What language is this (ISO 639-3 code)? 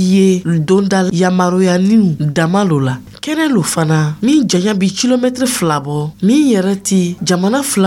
dyu